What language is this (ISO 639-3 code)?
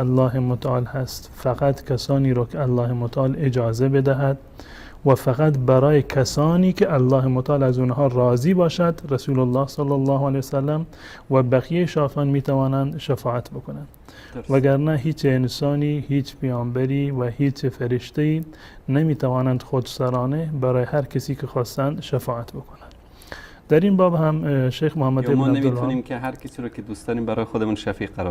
fas